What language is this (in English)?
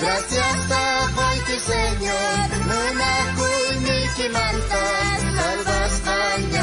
South Bolivian Quechua